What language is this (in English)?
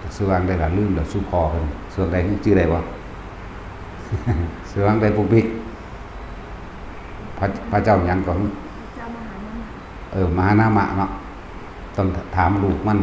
Northeastern Thai